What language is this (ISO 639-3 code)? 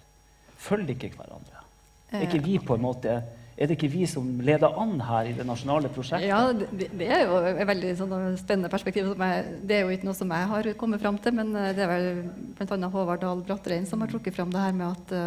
nor